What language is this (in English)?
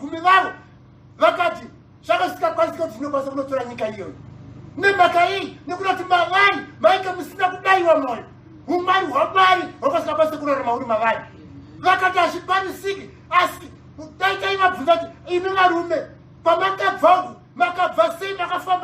Shona